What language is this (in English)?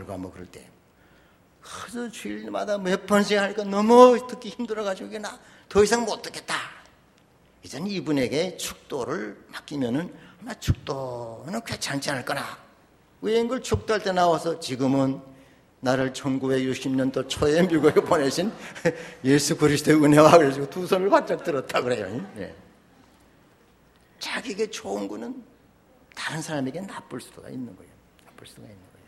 Korean